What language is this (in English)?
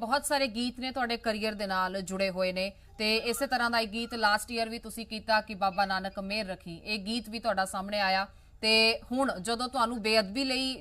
Punjabi